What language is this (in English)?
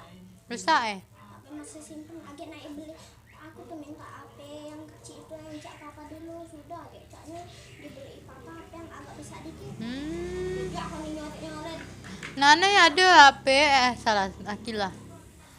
Musi